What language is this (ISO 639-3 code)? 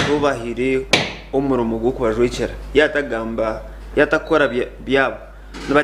nyn